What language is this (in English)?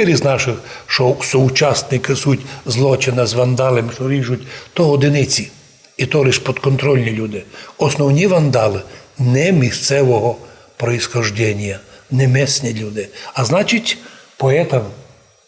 Rusyn